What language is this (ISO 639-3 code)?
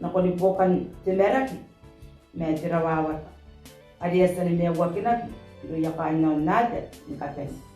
gil